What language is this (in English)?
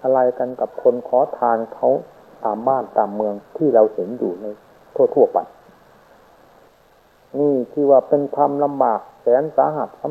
Thai